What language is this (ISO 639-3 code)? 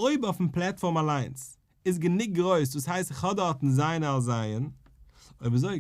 yid